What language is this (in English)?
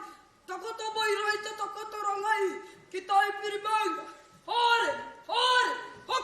Māori